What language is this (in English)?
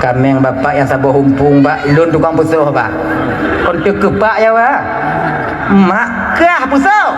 Achinese